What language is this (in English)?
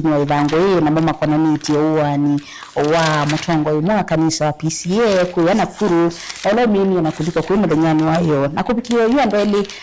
Kamba